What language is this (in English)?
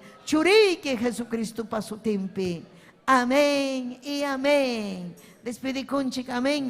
Ayacucho Quechua